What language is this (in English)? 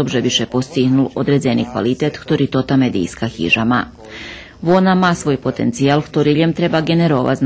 Rusyn